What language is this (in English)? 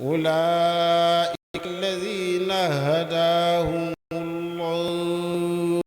Fula